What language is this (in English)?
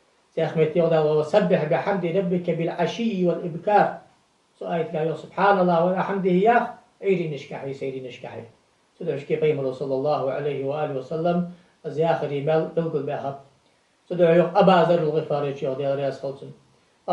Ingush